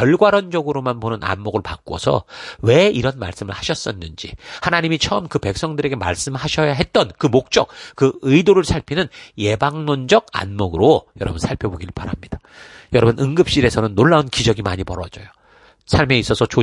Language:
Korean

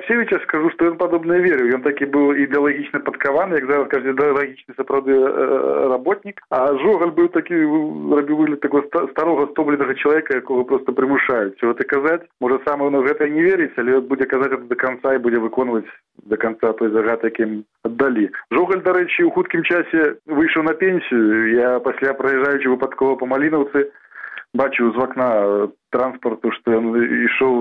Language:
Belarusian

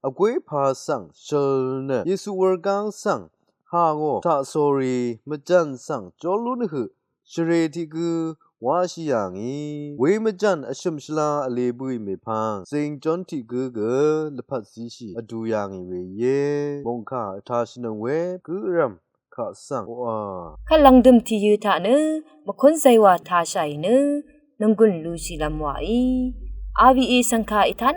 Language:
Rawang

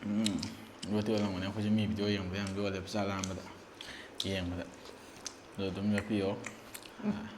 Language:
Manipuri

